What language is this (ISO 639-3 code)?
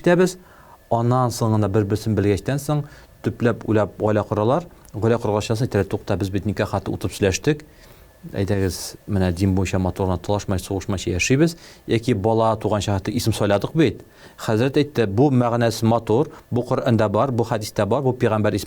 tat